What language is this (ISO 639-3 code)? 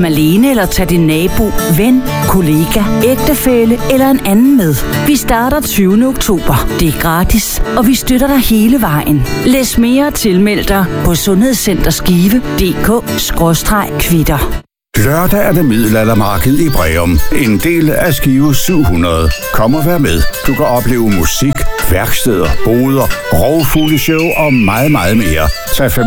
dan